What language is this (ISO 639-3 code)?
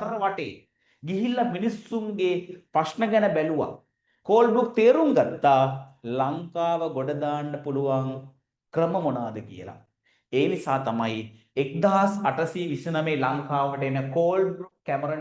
sin